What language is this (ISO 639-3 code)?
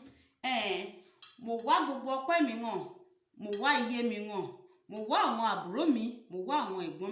yor